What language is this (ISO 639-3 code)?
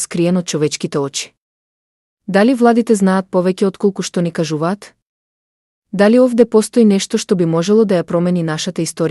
mkd